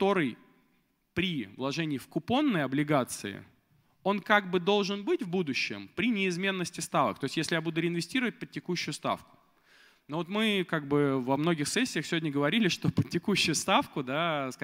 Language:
Russian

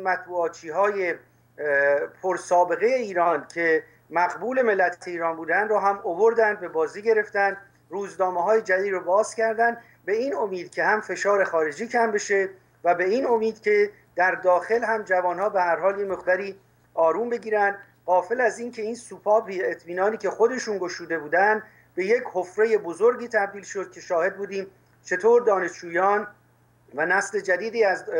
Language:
Persian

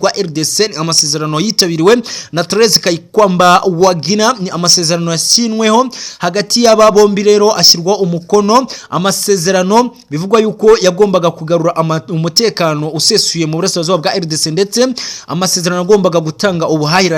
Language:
Kinyarwanda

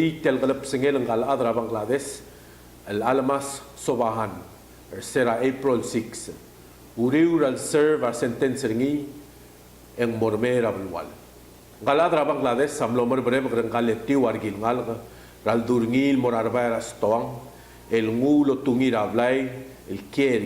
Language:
Palauan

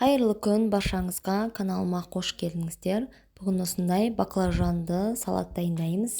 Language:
Kazakh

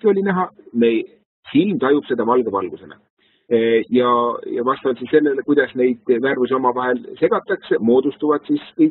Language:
Estonian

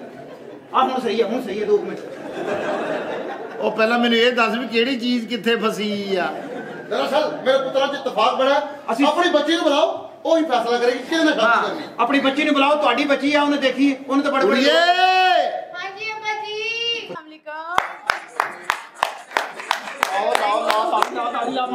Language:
Punjabi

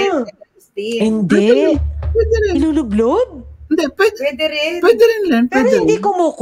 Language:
Filipino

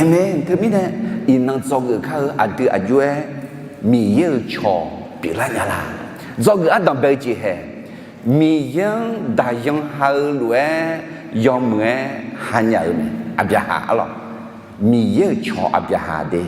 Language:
Akha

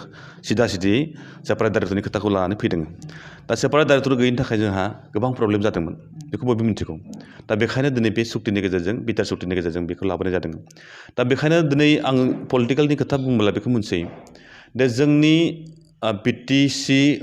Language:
Bodo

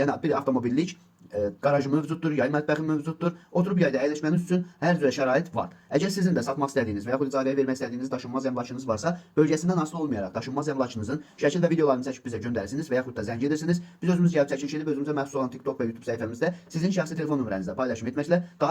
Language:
Azerbaijani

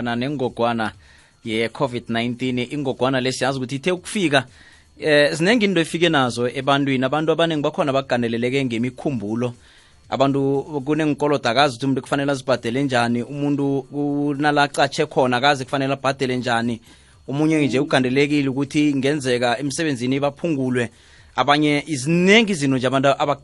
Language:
South Ndebele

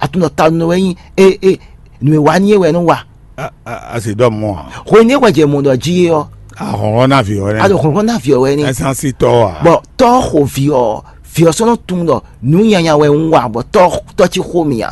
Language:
Fon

